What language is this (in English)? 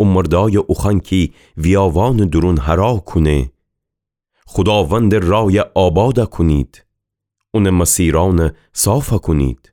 Gilaki